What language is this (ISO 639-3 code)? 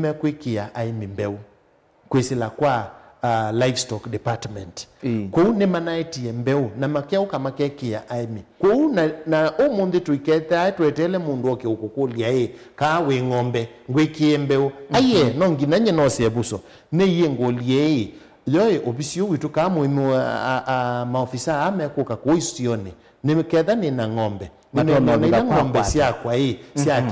kam